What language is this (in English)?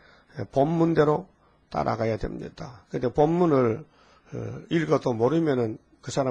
Korean